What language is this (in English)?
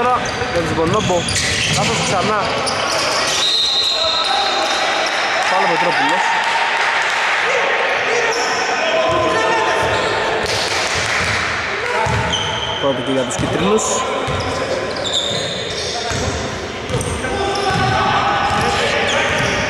Greek